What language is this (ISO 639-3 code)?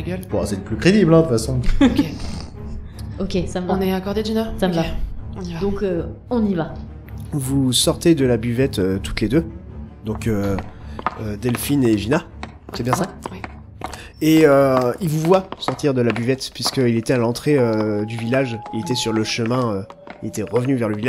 fra